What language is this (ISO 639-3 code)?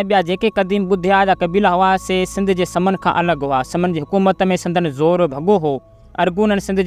snd